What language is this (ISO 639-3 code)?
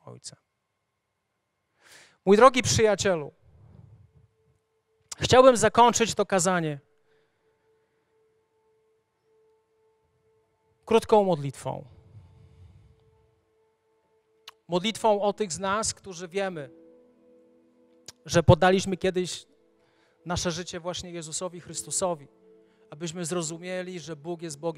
pol